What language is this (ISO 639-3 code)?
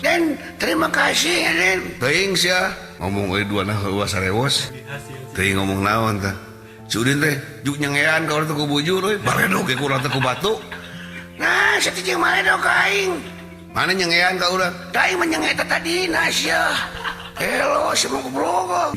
sun